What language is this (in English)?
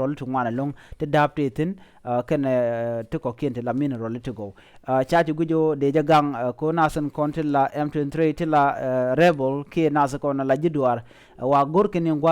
Nuer